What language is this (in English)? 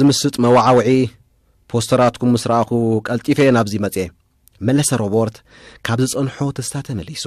Tigrinya